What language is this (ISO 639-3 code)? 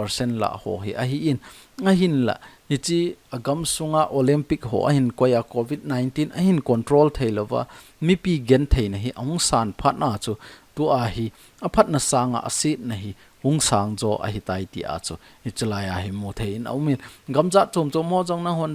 tcz